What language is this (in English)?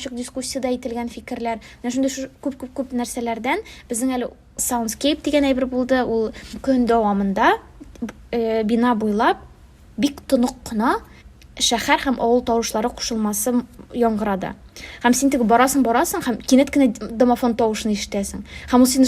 Tatar